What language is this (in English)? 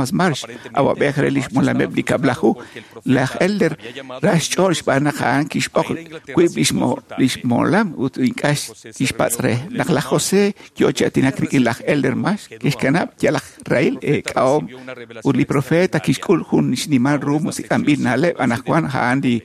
Kekchí